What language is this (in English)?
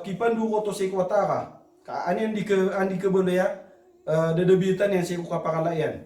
Maranao